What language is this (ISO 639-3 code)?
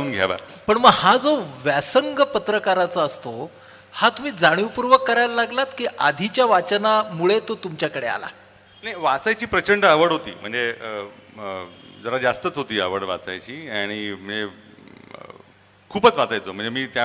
mar